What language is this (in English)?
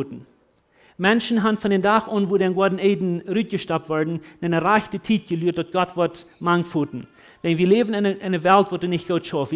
Plautdietsch